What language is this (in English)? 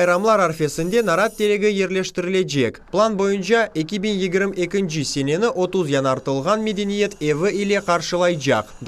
Crimean Tatar